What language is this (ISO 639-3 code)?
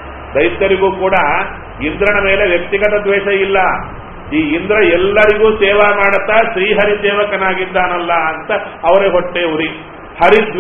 kan